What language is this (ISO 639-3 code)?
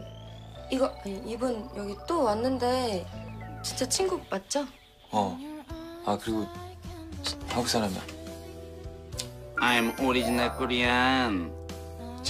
kor